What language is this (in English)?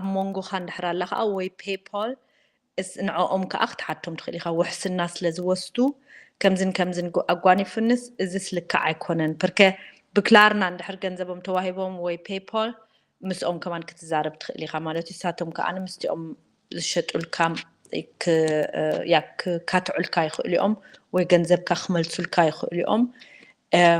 Tigrinya